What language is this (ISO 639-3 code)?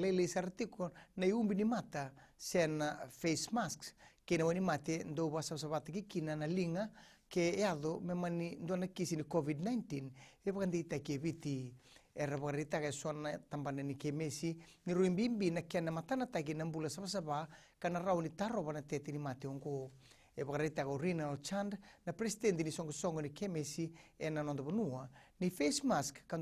fij